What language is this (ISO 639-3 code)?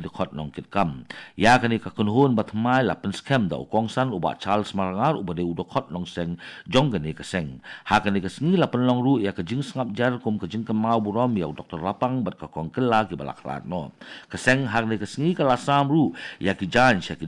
kha